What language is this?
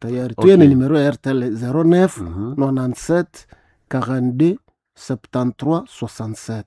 Nande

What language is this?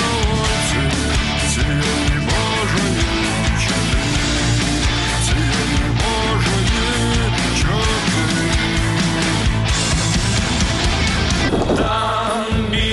Ukrainian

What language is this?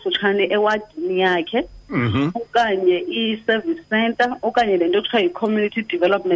Xhosa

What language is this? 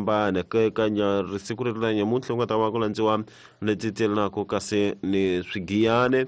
Tsonga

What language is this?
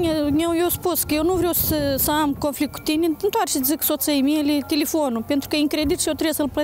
Romanian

